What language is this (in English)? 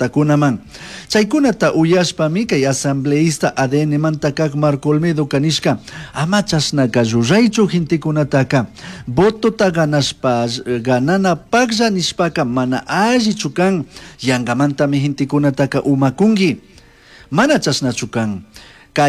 Chimborazo Highland Quichua